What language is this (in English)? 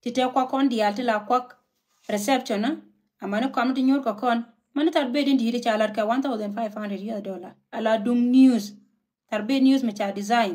Nuer